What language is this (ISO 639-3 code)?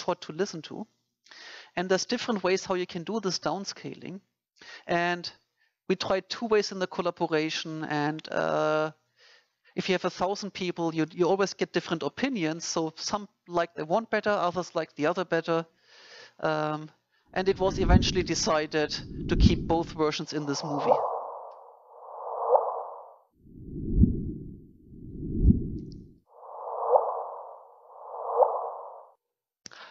eng